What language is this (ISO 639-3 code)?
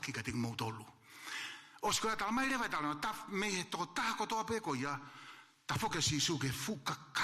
ton